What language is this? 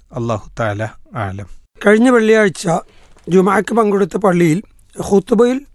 Malayalam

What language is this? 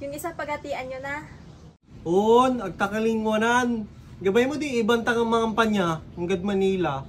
Pangasinan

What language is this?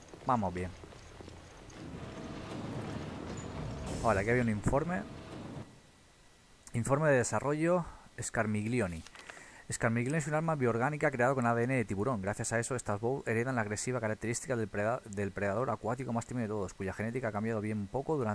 Spanish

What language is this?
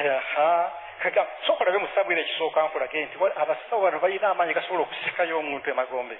Ganda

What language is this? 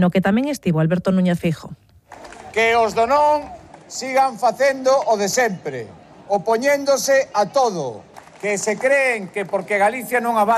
Galician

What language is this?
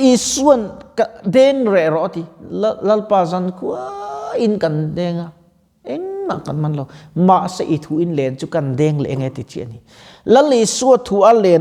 Mizo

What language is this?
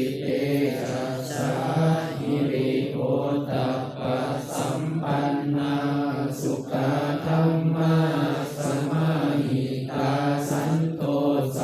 Pali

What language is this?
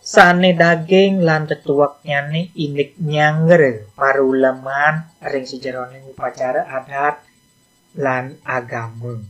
Balinese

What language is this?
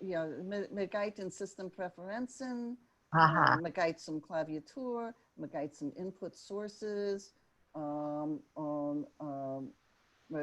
Yiddish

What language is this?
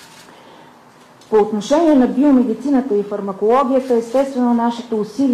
Bulgarian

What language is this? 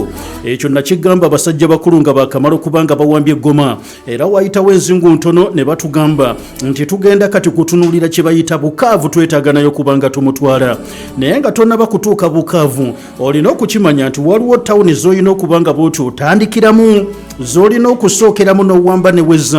Ganda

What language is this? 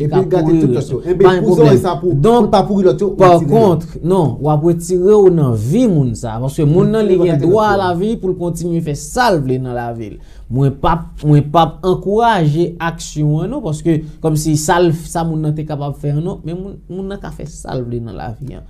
Haitian Creole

